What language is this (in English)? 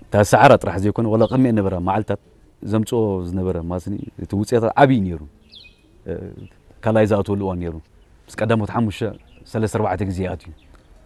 Tigrinya